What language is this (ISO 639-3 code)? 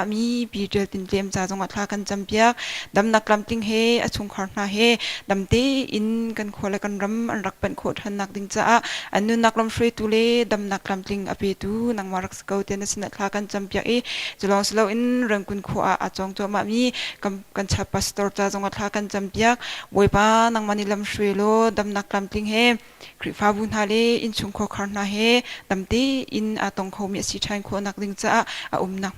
cnh